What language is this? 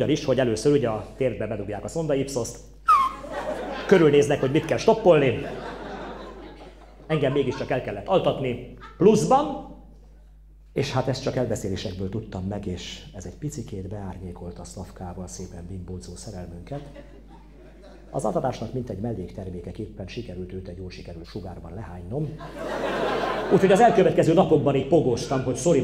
Hungarian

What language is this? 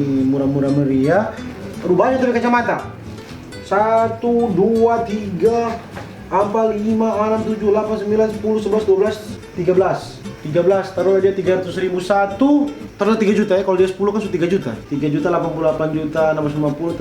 Manado Malay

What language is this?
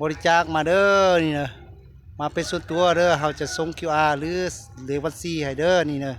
Lao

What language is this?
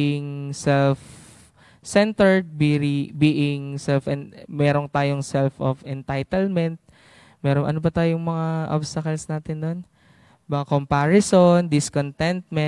Filipino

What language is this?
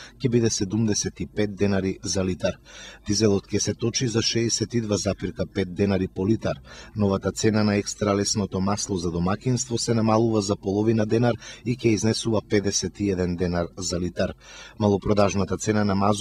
Macedonian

